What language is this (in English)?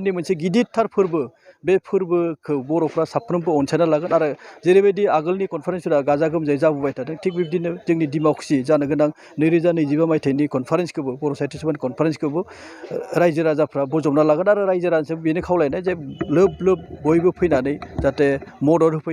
Bodo